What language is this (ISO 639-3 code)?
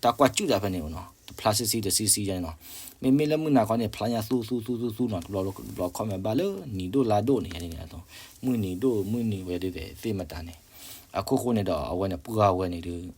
ksw